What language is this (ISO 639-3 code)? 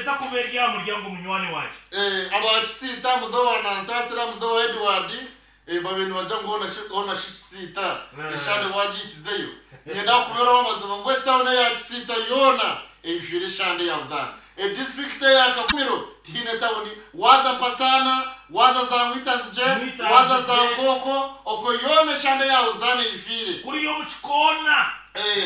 nyn